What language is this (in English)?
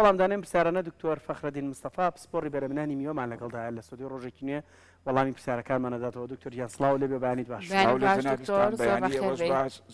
Central Kurdish